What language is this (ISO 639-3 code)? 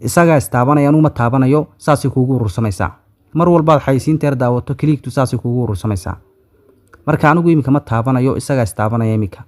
som